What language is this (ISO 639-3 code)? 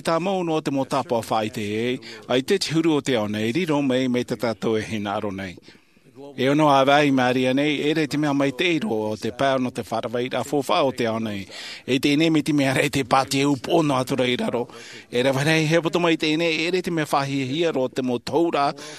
tah